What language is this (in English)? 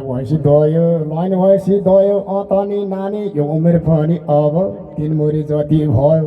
Nepali